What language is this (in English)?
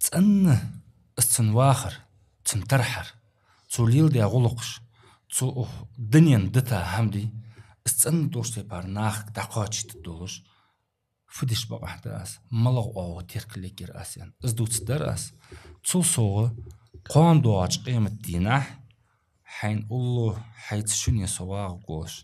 Ingush